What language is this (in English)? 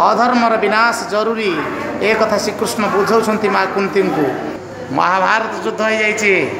Odia